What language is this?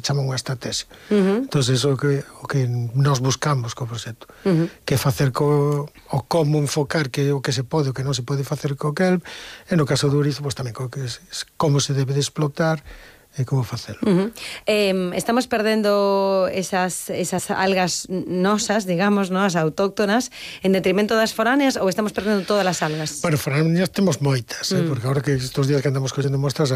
Galician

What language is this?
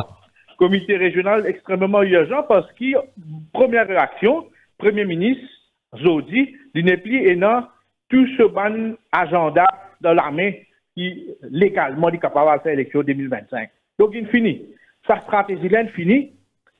French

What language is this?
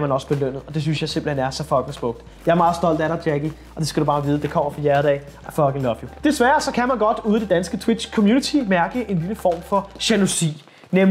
Danish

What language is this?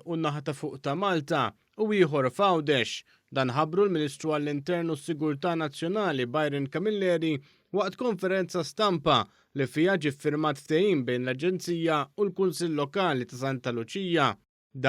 Maltese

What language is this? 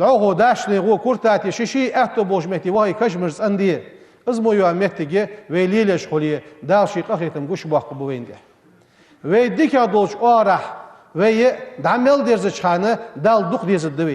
Ingush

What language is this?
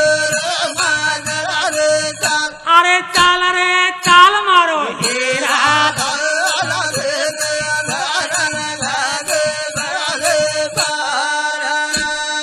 Lambadi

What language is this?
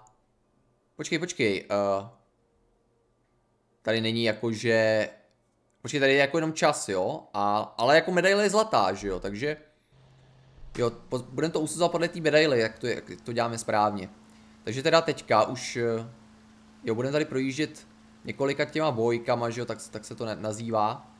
Czech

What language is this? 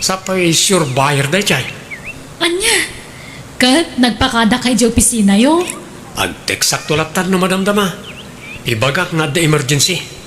Iloko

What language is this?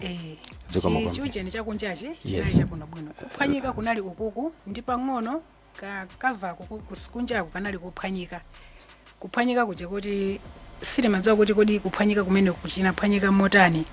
Nyanja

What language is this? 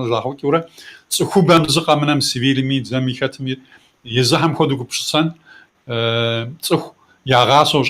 Kabardian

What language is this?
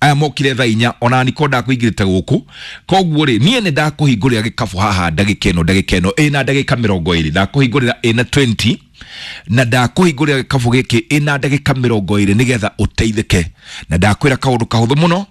Kikuyu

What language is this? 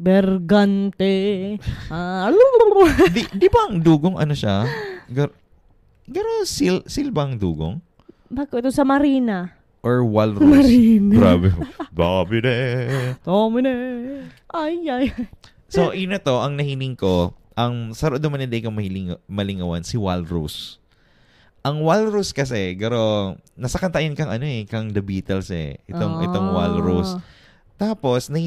Bikol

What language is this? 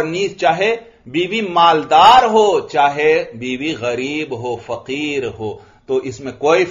Urdu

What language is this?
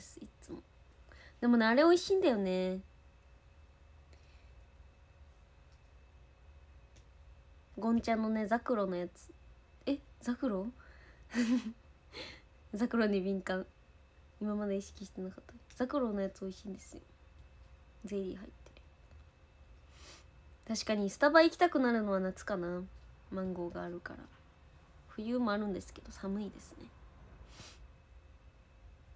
Japanese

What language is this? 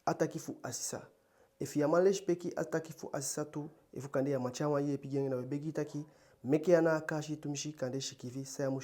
Eastern Maroon Creole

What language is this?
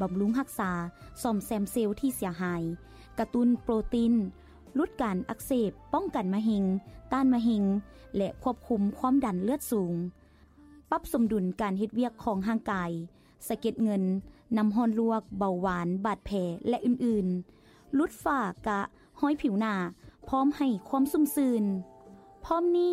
Lao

